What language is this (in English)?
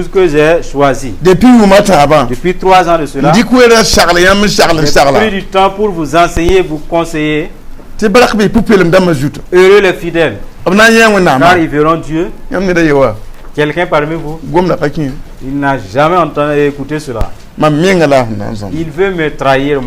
Mossi